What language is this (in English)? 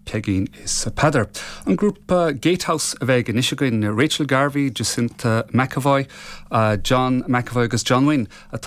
Irish